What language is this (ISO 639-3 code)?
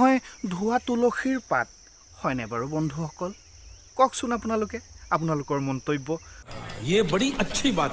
asm